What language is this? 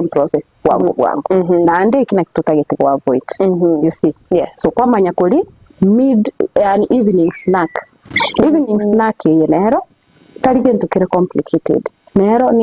Gusii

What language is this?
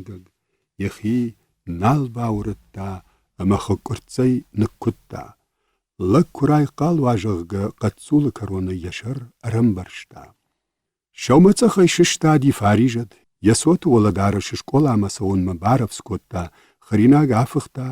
Ossetic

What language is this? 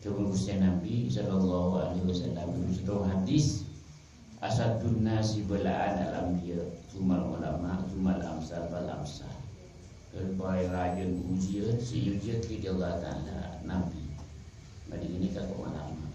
Madurese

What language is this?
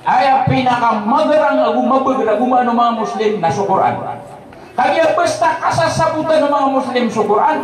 Maranao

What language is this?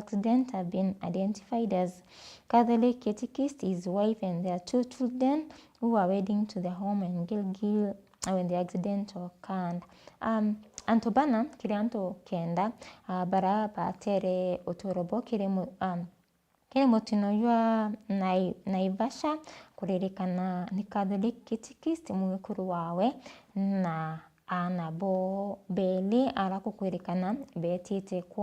Meru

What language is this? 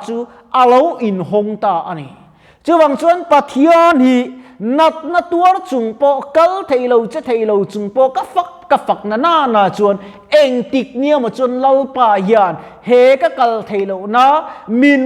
Mizo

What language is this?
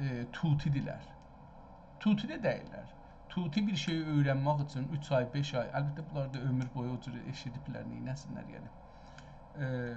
South Azerbaijani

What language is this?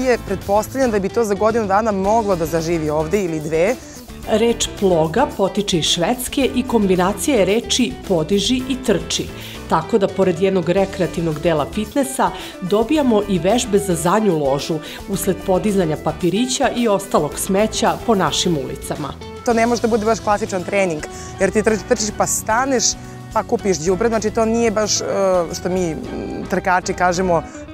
Serbian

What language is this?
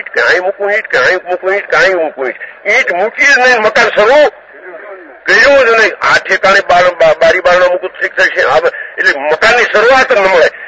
Gujarati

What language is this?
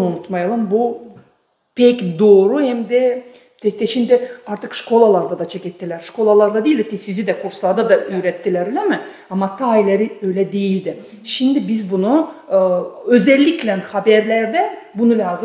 Gagauz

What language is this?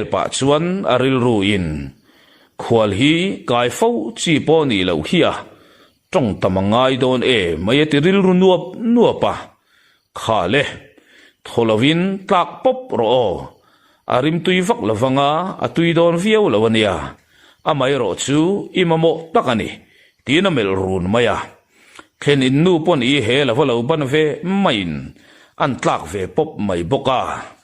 Mizo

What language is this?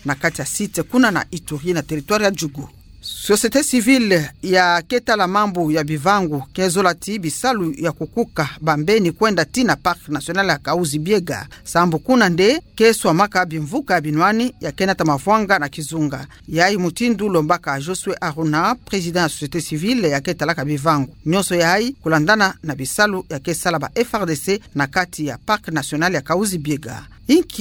Kituba (Democratic Republic of Congo)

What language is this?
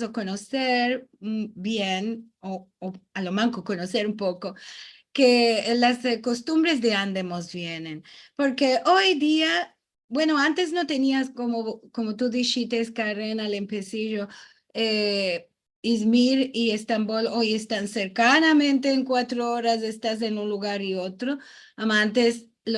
Ladino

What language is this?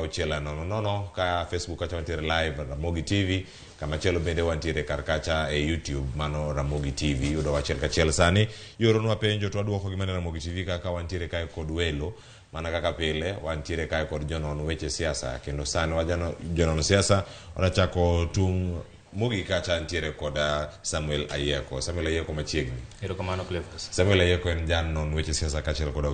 Luo (Kenya and Tanzania)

